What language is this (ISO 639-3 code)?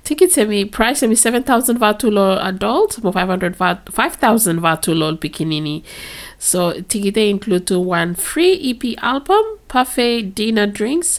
bis